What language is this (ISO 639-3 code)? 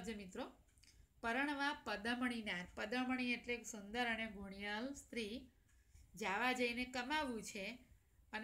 guj